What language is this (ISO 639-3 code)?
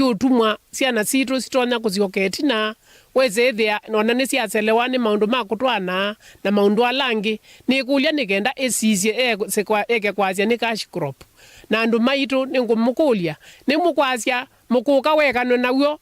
kam